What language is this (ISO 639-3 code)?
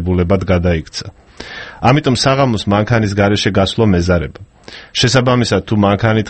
kat